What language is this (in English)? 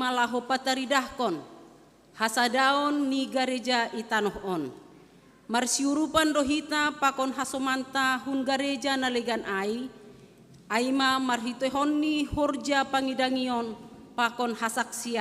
Batak Simalungun